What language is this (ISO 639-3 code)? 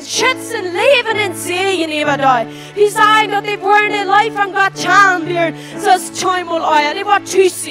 pdt